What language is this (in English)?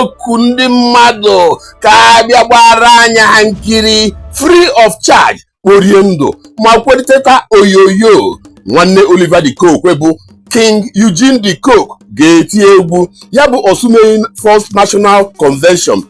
Igbo